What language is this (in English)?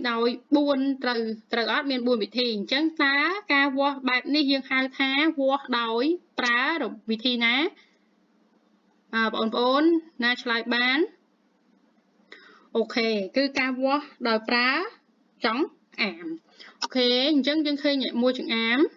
Khmer